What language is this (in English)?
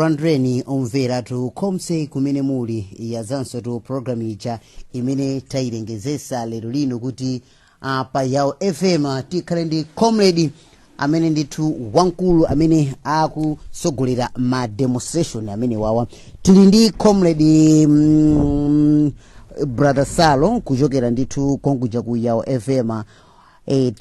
Nyanja